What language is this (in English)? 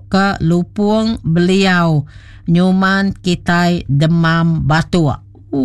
Iban